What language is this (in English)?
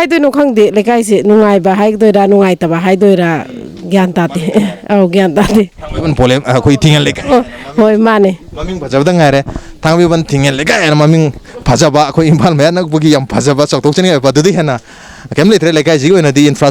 Manipuri